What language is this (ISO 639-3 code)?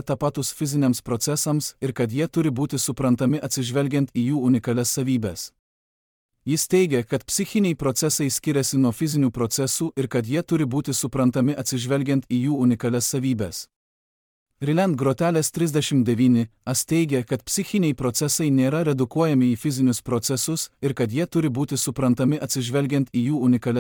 lit